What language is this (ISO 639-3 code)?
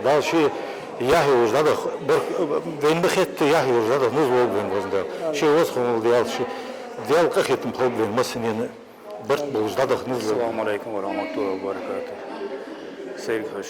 inh